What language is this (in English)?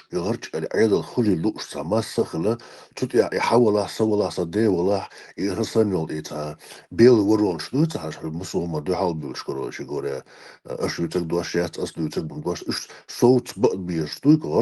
Chechen